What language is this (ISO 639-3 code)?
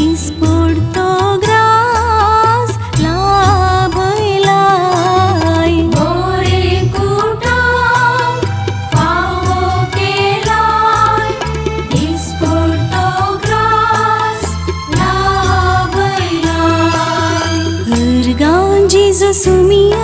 kok